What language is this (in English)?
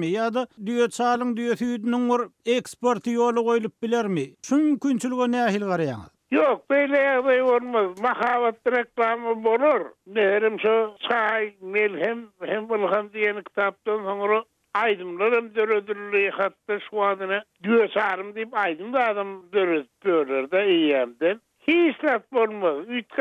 Turkmen